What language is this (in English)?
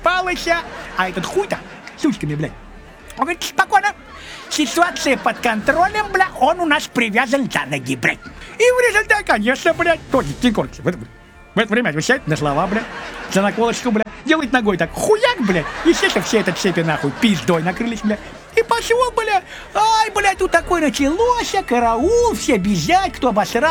Russian